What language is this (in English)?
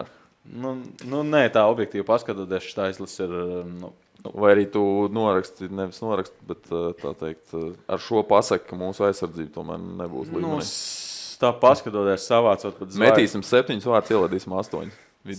Latvian